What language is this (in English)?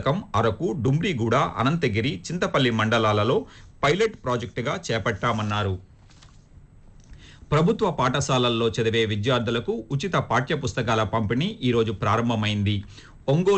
Telugu